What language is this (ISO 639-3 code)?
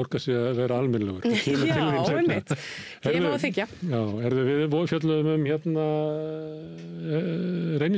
isl